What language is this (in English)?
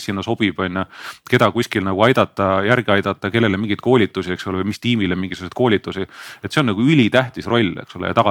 Estonian